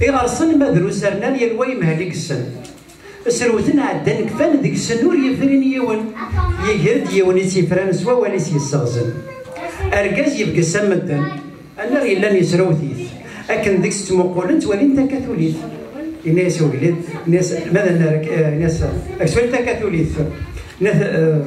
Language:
Kabyle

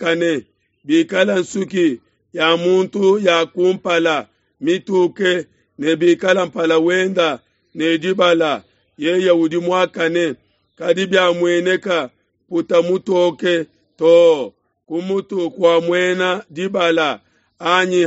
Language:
Luba-Lulua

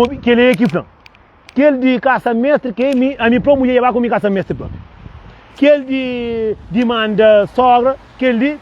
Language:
Kabuverdianu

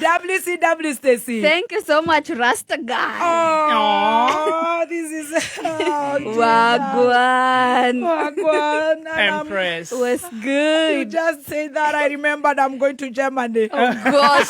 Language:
Kikuyu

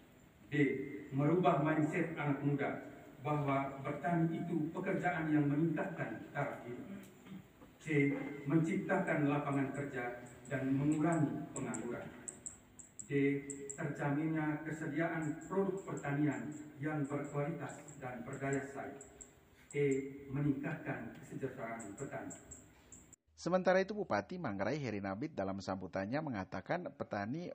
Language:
Indonesian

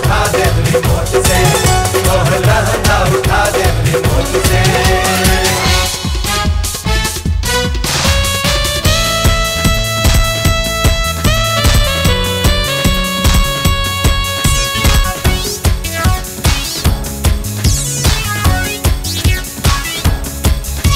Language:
Bhojpuri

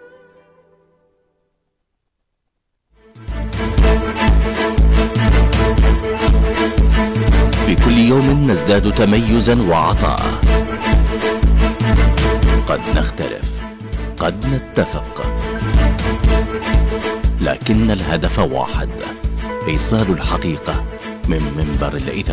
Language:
Arabic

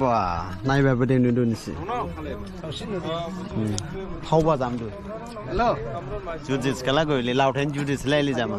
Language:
Dimasa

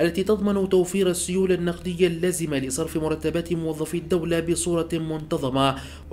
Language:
Arabic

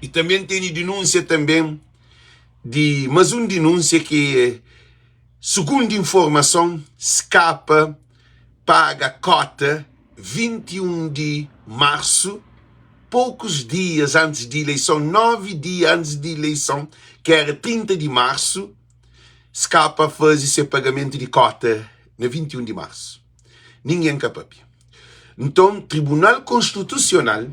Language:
Kabuverdianu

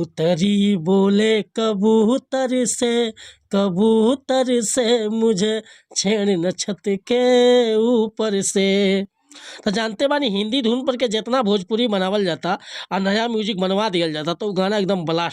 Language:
Bhojpuri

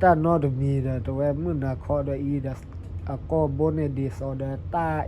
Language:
S'gaw Karen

